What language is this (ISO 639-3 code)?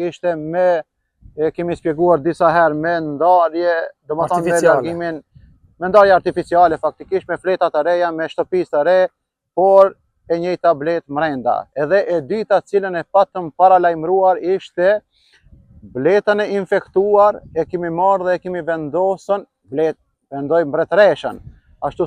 sqi